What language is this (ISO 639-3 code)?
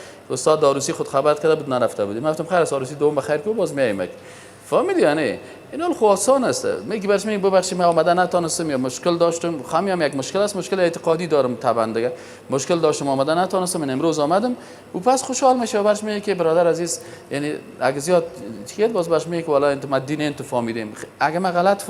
fas